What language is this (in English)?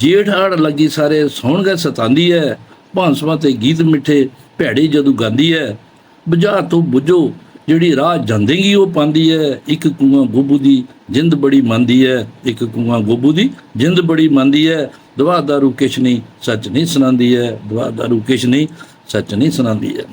Dogri